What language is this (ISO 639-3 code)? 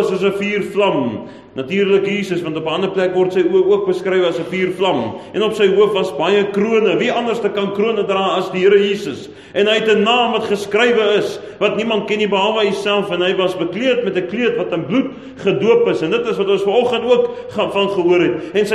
afr